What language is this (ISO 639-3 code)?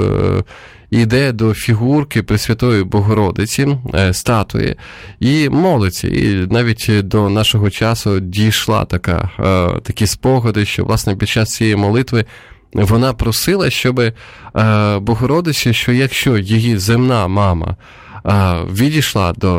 ukr